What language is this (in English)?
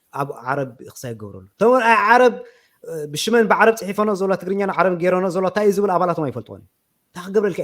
Tigrinya